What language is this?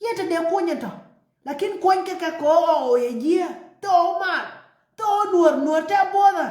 Nuer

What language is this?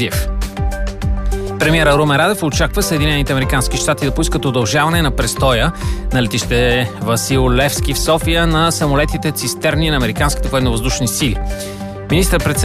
Bulgarian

